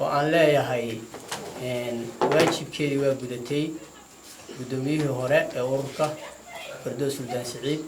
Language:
Somali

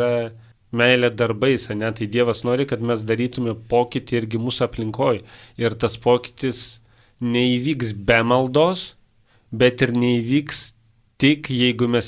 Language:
Lithuanian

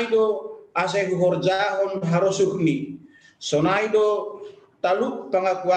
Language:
Batak Simalungun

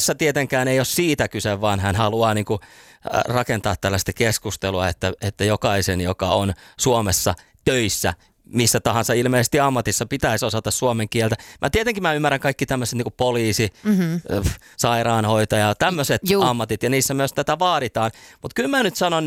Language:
Finnish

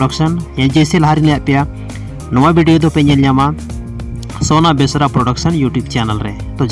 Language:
Santali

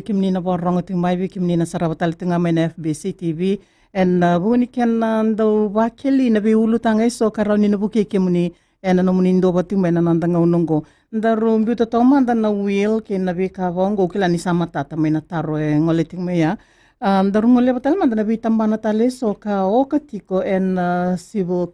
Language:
Fijian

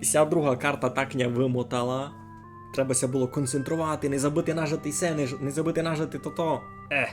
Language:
Rusyn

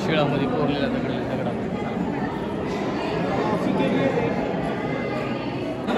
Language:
Marathi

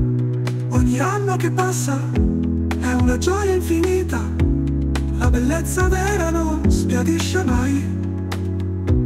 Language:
Italian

